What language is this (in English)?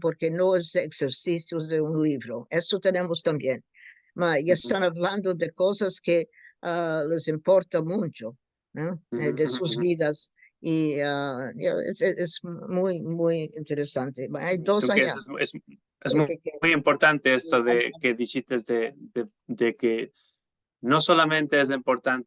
Ladino